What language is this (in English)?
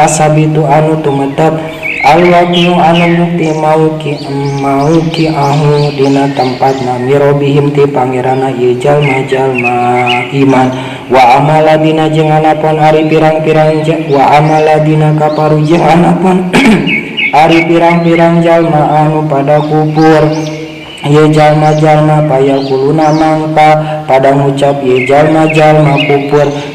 Sundanese